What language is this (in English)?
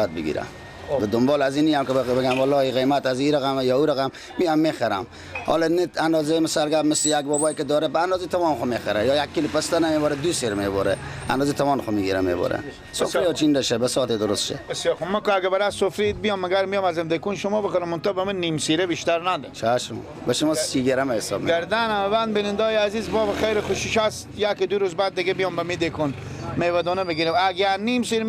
Persian